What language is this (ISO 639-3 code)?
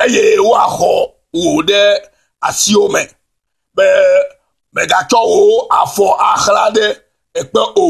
ewe